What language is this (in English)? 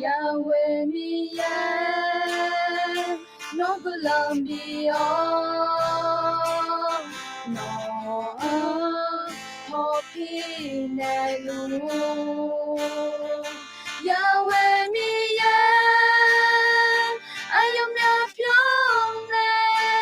Akha